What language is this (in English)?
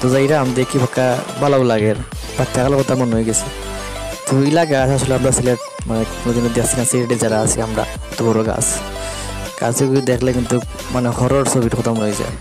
Sylheti